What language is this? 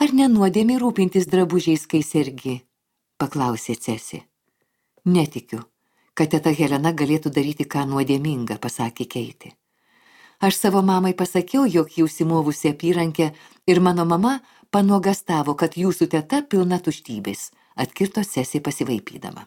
Lithuanian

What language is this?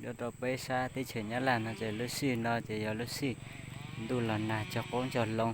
Hmong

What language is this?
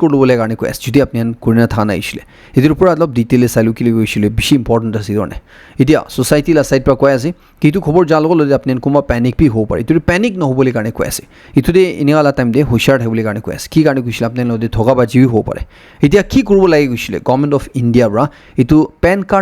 Naga Pidgin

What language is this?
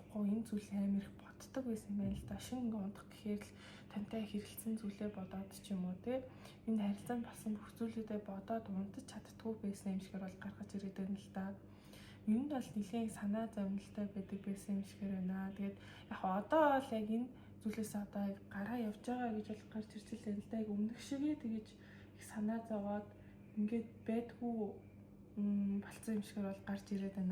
Mongolian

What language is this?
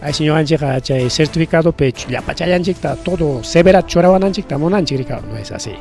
Ayacucho Quechua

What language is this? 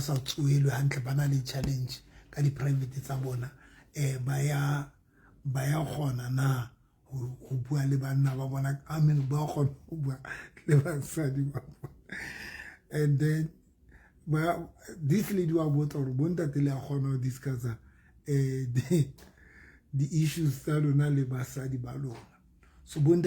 Southern Sotho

